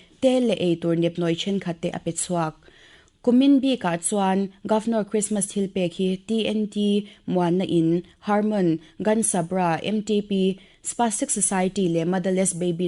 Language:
Mizo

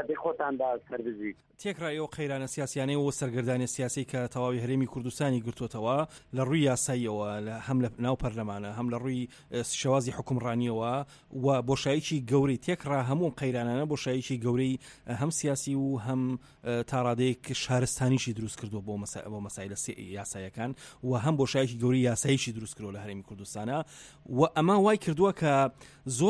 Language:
Central Kurdish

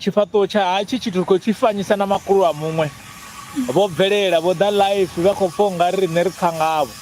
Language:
Venda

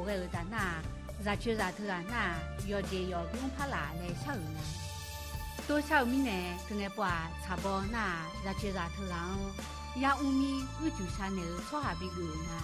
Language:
Akha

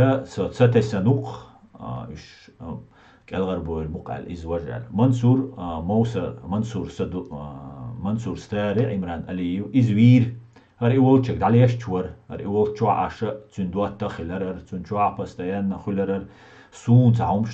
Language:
Chechen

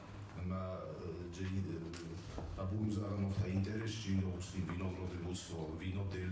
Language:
Ossetic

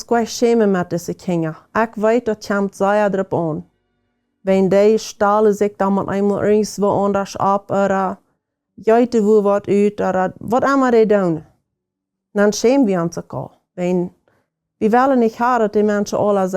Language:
Plautdietsch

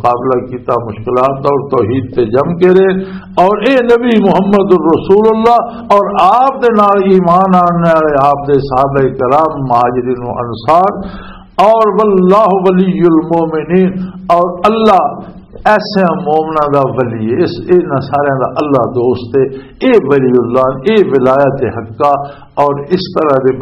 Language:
Western Panjabi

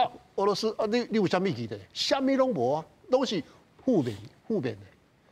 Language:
Min Nan Chinese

